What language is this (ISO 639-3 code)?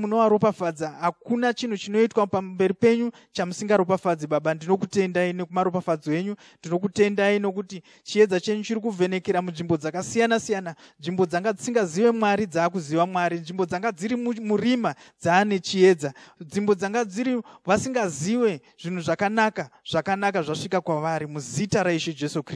sna